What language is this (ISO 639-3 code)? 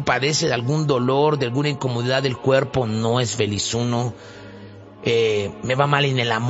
spa